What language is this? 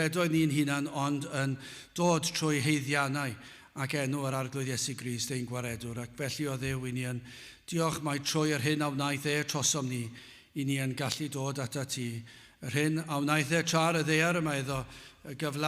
Welsh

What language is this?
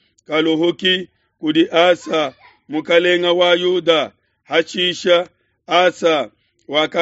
Luba-Lulua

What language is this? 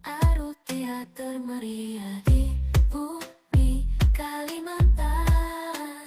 Banjar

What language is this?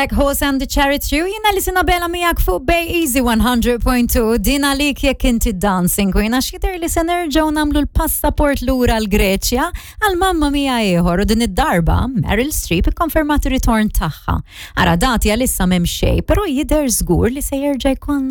Maltese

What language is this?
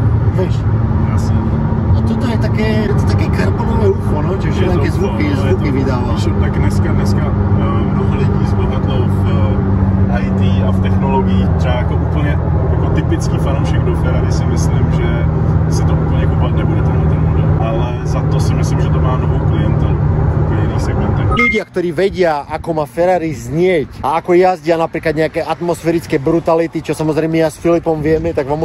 Slovak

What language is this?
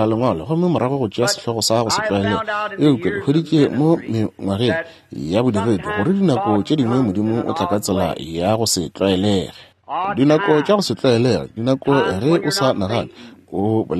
Northern Sotho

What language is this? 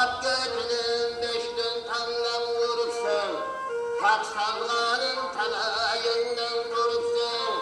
Kara-Kalpak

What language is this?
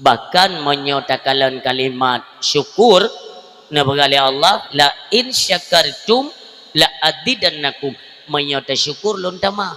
Achinese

